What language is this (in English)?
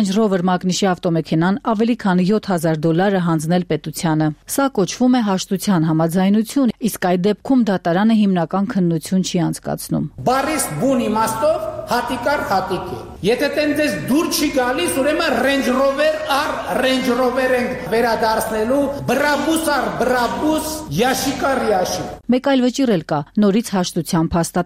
Armenian